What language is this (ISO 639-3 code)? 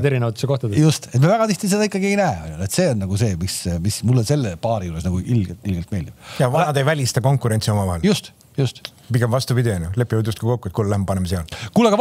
est